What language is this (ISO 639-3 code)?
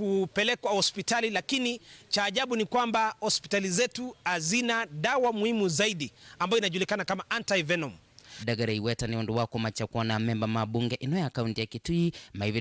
kam